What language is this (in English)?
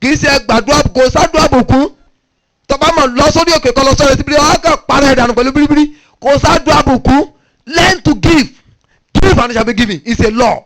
Yoruba